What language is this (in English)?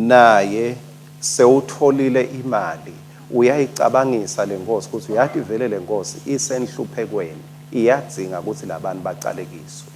Swati